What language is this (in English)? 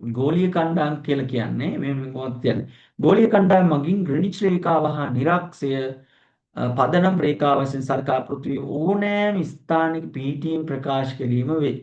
Sinhala